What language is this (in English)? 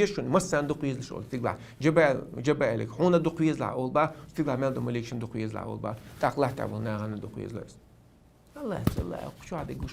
Chechen